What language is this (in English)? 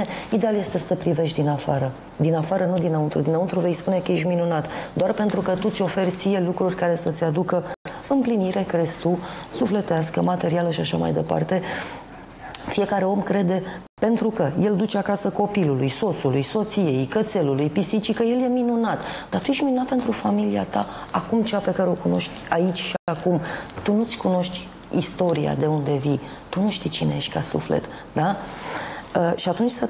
Romanian